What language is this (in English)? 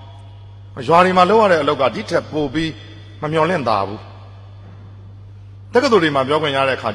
Burmese